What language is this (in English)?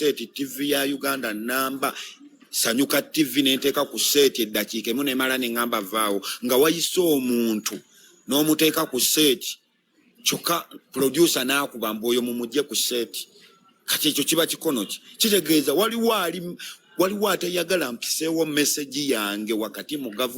Ganda